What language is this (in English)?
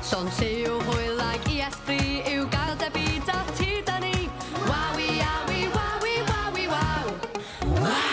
Welsh